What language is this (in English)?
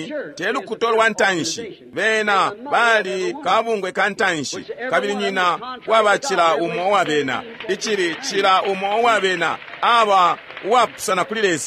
Bemba